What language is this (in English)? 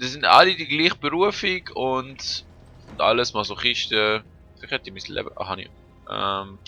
Swiss German